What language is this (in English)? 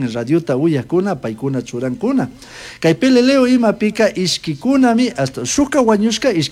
Chimborazo Highland Quichua